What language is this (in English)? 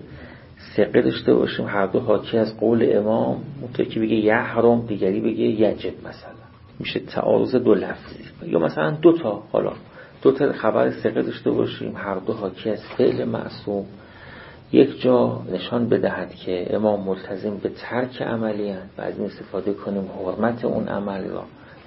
Persian